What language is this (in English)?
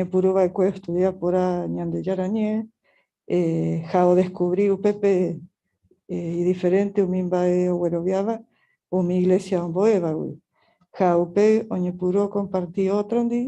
Guarani